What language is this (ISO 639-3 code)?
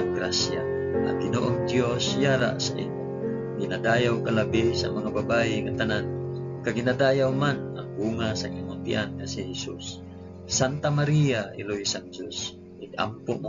hil